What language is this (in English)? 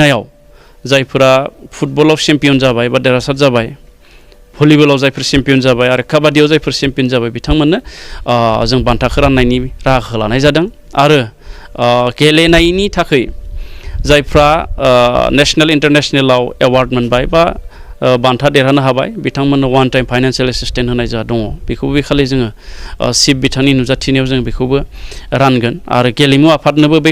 Bodo